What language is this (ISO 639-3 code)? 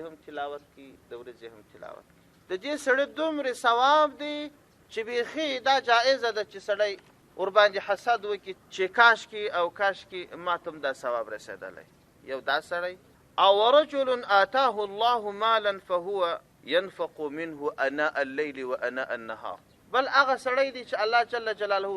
pus